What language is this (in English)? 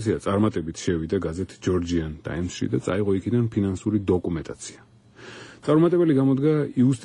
Georgian